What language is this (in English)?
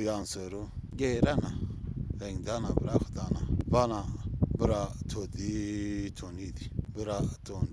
Zaza